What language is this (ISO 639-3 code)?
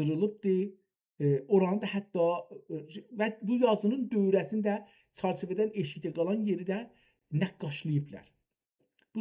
azb